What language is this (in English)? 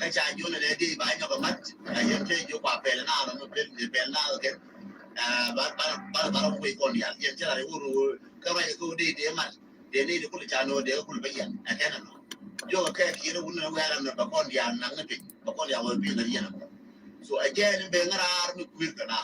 Nuer